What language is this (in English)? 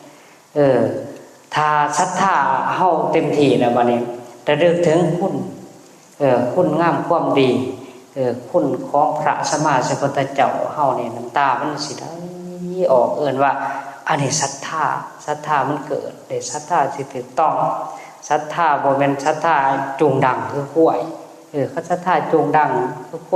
Northeastern Thai